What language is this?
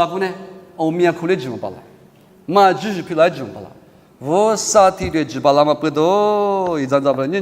Lisu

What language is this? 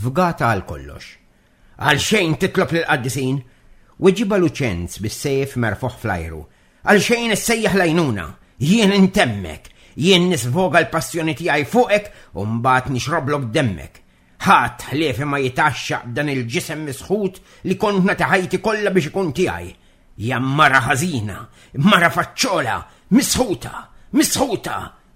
Maltese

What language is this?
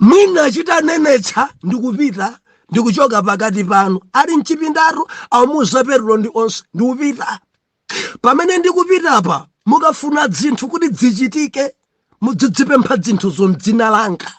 Nyanja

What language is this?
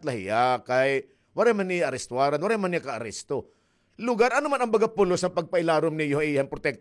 Waray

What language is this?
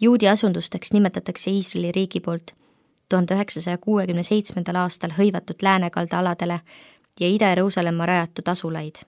Estonian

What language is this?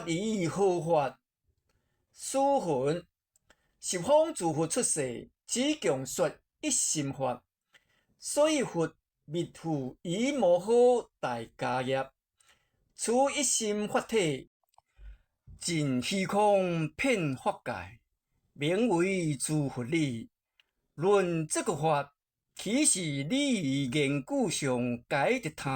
Min Nan Chinese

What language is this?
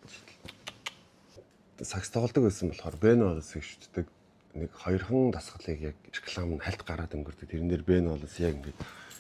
Mongolian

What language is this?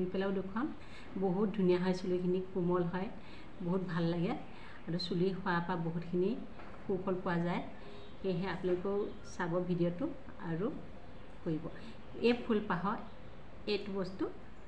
Assamese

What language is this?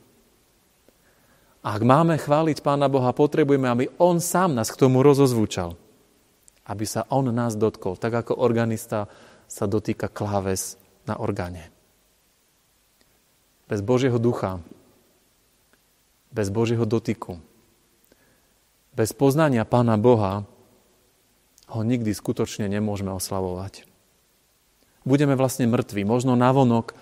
Slovak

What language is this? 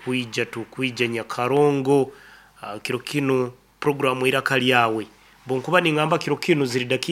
Nyankole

